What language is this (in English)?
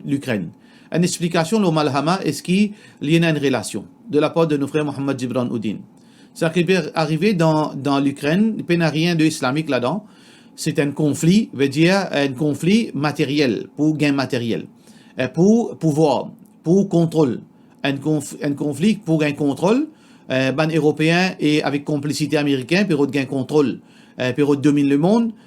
Morisyen